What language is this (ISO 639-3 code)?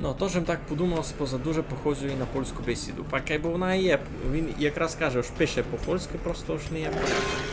rue